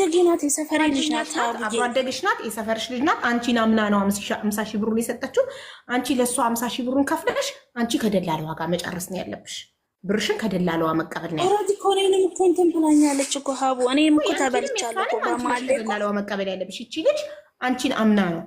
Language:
Amharic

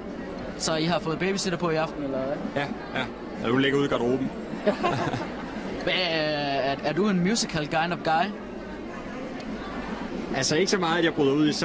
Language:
Danish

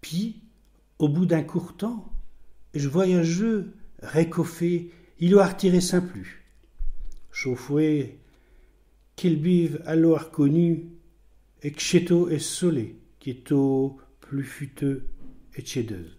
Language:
Picard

